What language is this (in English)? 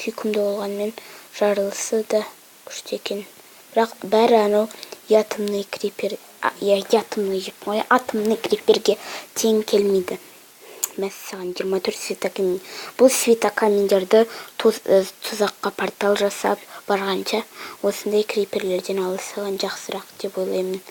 Kazakh